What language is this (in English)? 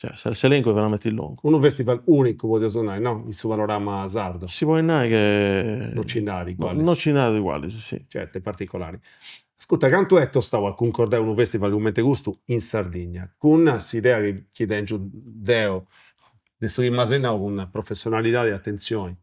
Sardinian